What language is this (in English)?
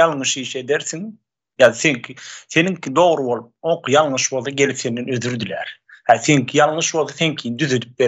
Turkmen